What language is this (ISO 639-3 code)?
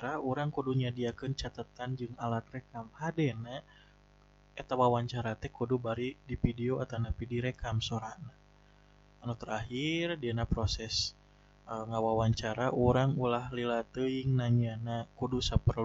sun